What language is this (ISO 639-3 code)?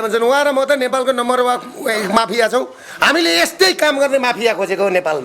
nep